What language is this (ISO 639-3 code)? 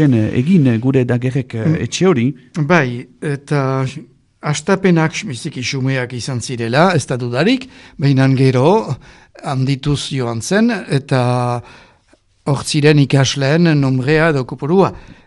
eus